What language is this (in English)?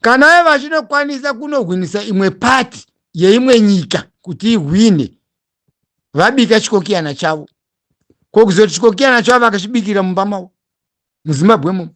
Shona